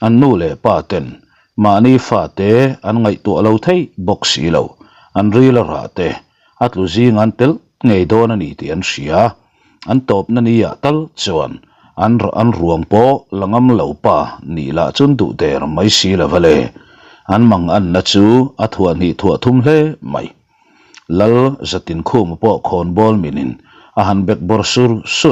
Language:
Mizo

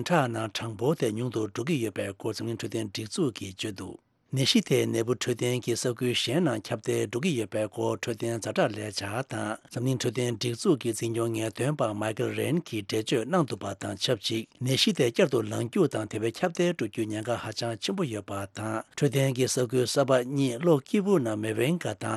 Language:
Tibetan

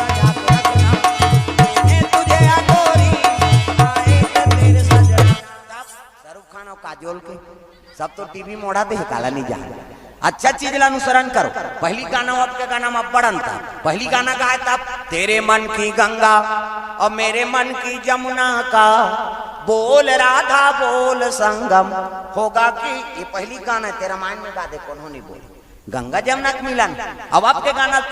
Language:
Chhattisgarhi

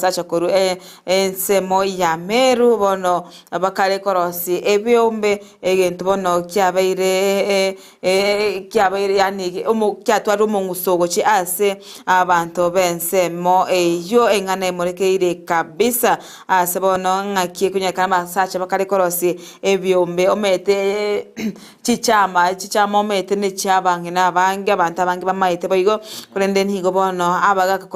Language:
Gusii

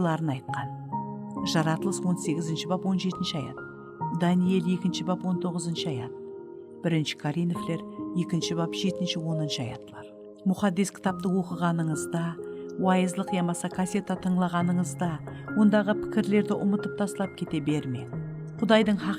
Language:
Kara-Kalpak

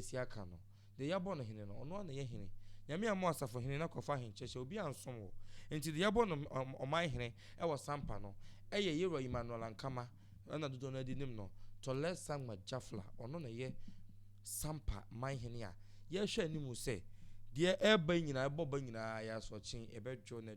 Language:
Akan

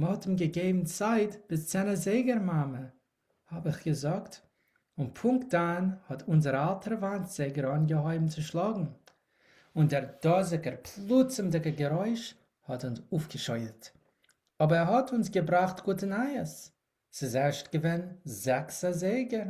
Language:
Yiddish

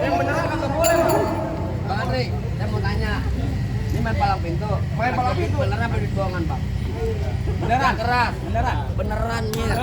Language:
Betawi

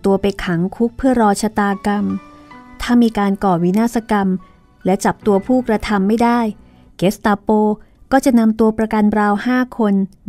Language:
Thai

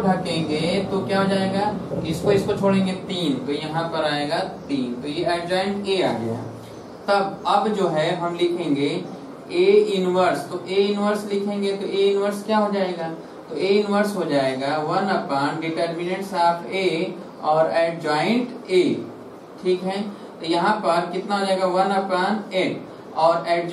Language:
Hindi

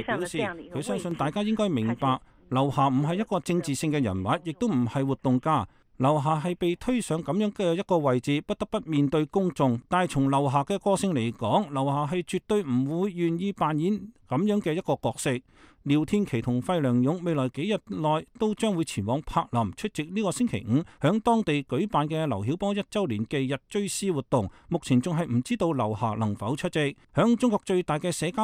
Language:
Cantonese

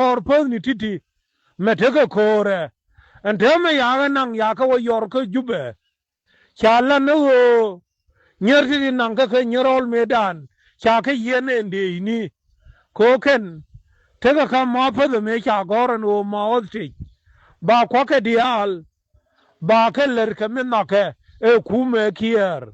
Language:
Nuer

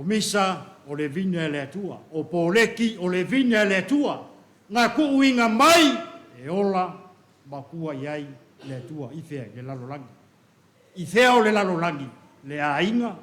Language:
Samoan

